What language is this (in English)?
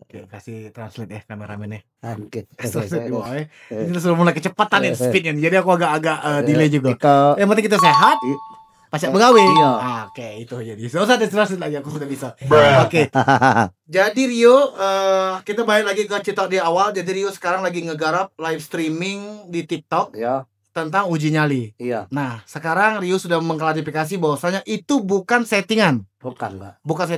Musi